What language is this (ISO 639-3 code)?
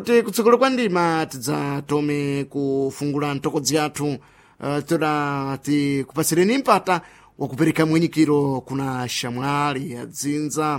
seh